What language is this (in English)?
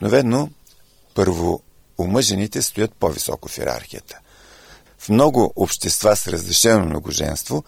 Bulgarian